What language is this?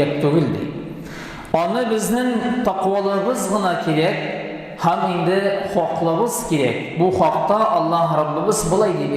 Tatar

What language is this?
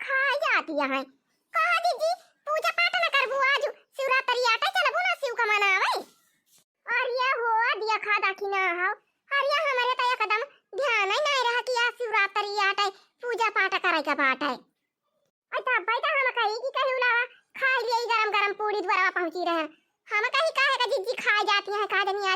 Awadhi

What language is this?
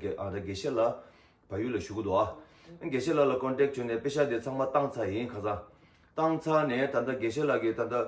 Tibetan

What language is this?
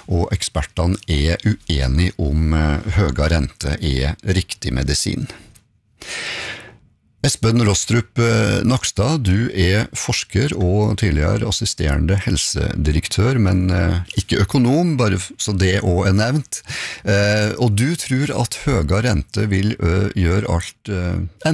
Norwegian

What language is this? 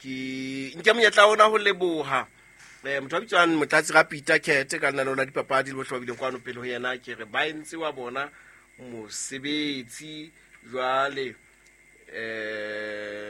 Southern Sotho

